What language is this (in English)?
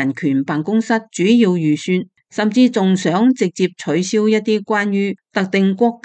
Cantonese